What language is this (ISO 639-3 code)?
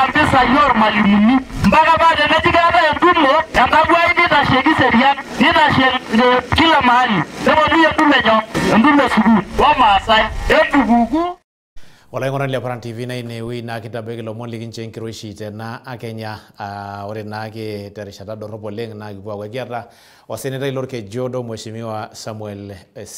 mas